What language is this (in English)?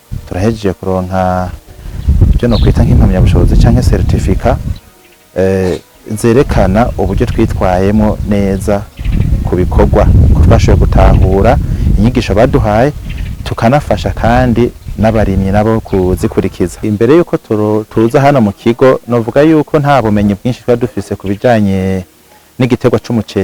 Rundi